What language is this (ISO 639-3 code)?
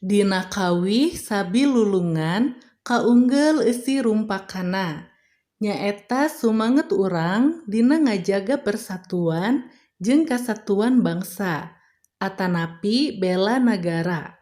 sun